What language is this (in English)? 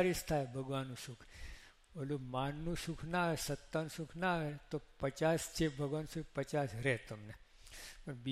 Gujarati